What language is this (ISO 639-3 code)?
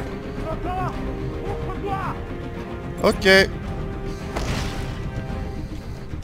fra